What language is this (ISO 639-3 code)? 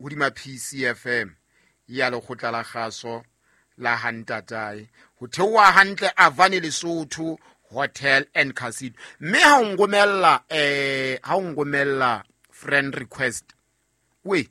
sot